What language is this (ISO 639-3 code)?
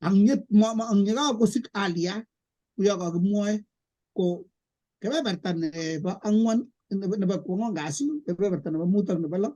kln